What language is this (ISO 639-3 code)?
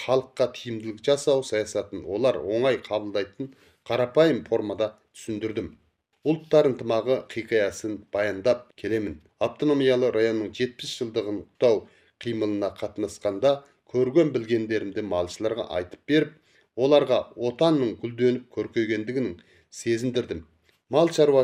kaz